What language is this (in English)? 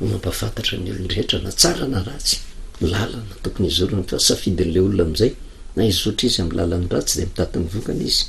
Malagasy